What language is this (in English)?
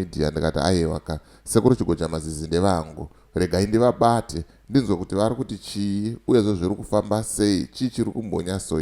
Shona